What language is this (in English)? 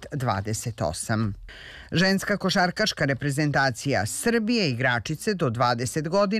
Serbian